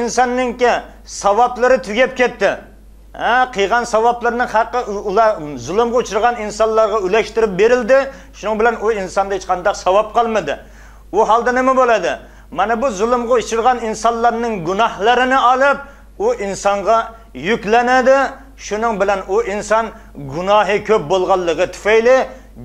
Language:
Uyghur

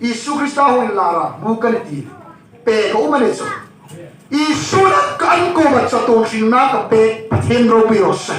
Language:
Hmar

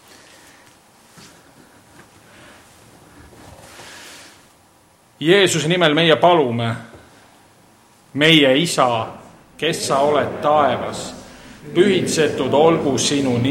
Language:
Estonian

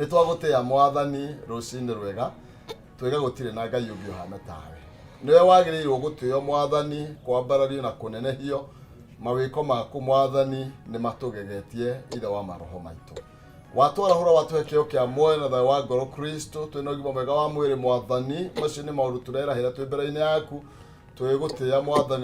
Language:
Kikuyu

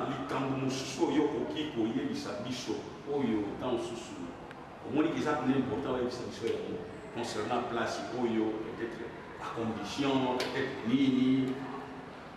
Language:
Lingala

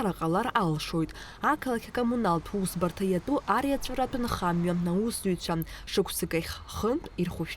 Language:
Abkhazian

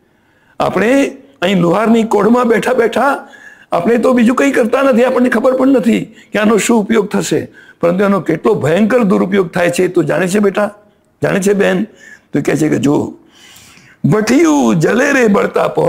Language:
Gujarati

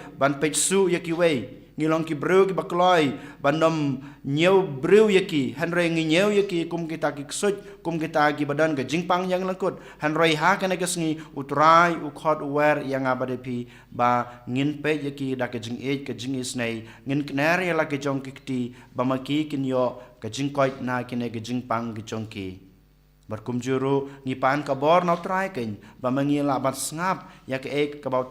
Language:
Khasi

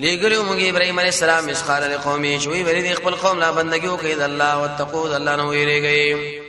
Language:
Pashto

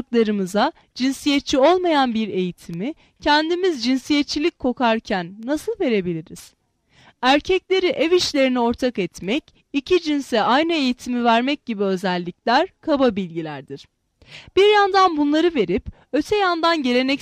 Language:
Turkish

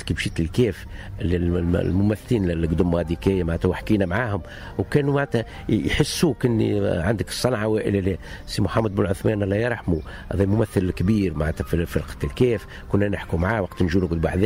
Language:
Tunisian Arabic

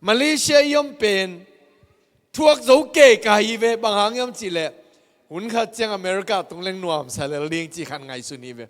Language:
Tedim Chin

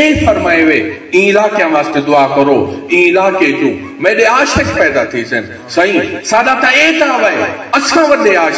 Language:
Saraiki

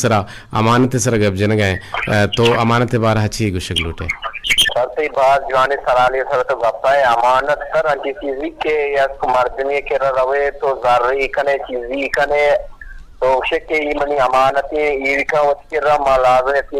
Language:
Eastern Balochi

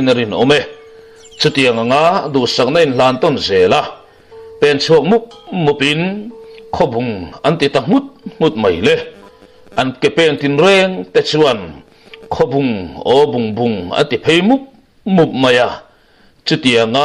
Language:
Mizo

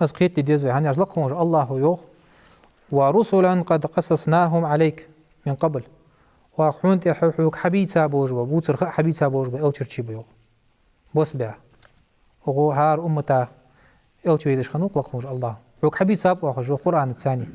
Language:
Ingush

